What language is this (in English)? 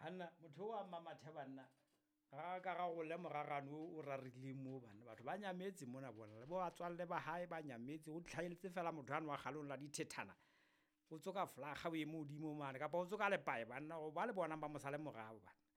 Southern Sotho